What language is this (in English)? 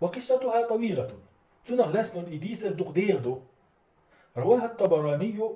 Chechen